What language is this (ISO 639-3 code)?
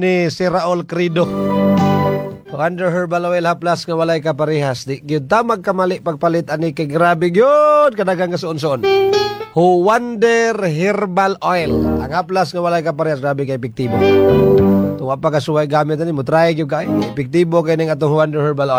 ceb